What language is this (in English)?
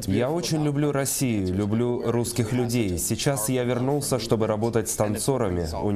Russian